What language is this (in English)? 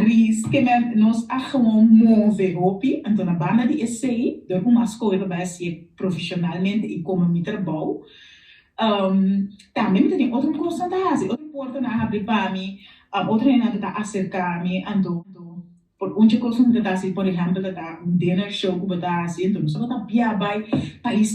Papiamento